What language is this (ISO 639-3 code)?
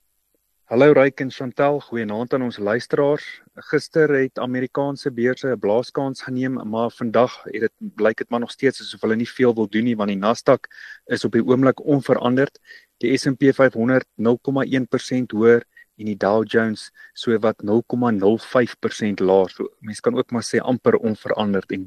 afr